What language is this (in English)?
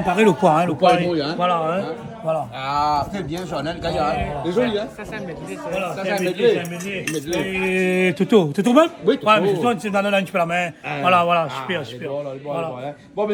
Réunion Creole French